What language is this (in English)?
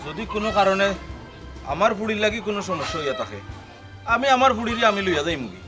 Sylheti